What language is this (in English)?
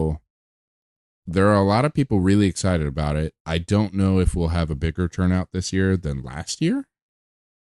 English